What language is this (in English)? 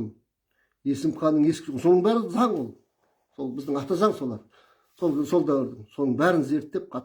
Kazakh